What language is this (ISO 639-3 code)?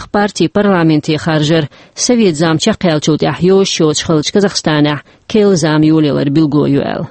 che